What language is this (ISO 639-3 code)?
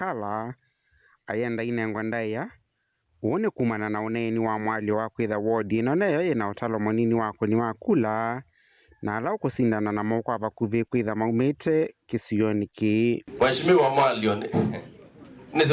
kam